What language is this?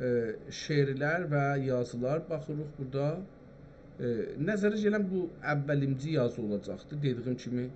South Azerbaijani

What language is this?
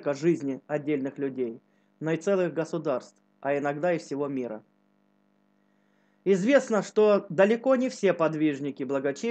Russian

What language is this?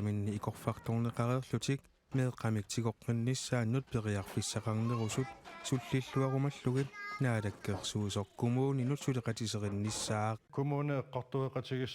Kalaallisut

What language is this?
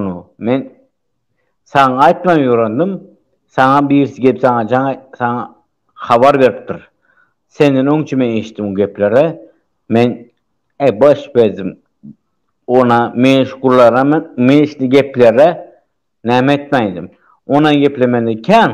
Turkmen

